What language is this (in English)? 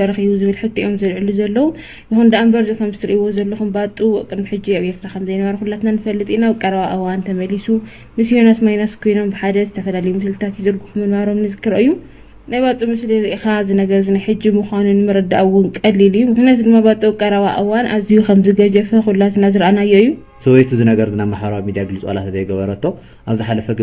Tigrinya